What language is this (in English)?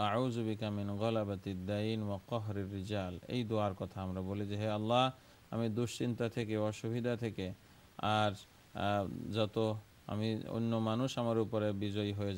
Bangla